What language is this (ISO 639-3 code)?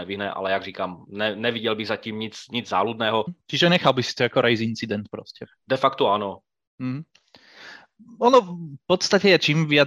ces